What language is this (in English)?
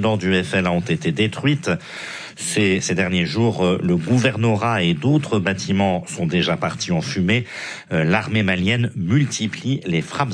French